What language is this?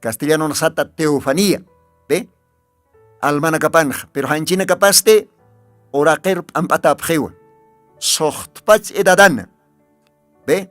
Aymara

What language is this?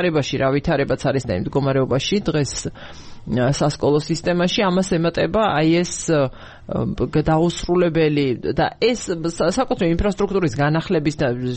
Georgian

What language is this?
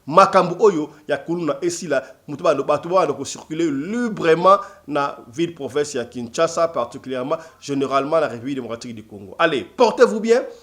Lingala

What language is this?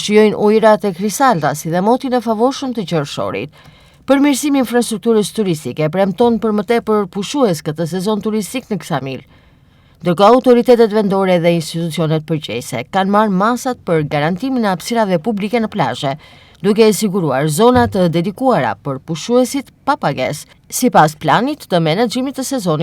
Albanian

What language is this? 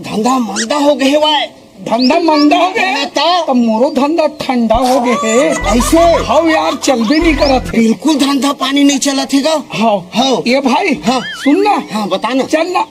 Chhattisgarhi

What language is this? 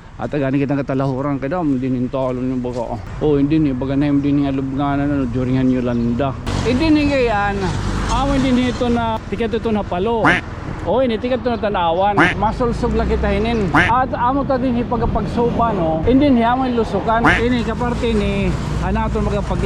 Waray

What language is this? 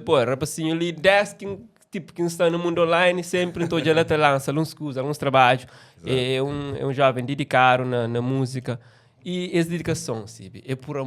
Kabuverdianu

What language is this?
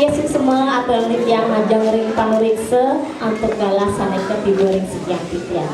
Balinese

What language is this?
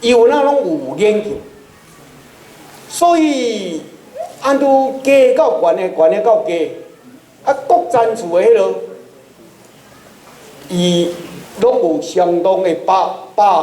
Min Nan Chinese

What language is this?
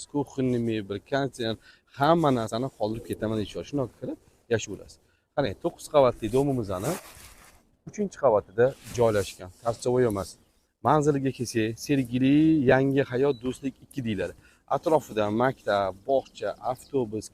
Uzbek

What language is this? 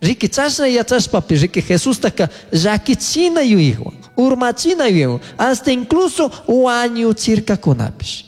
Chimborazo Highland Quichua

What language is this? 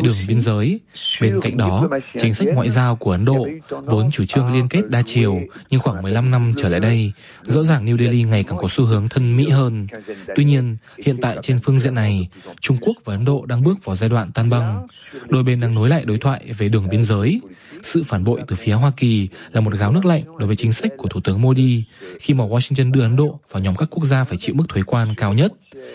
Vietnamese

